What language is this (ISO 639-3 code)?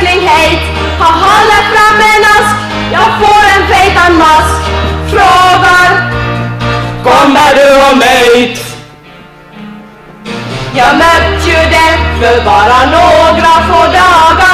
swe